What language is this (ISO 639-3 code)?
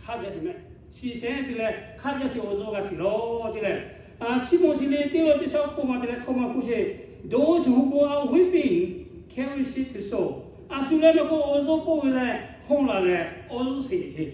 lhu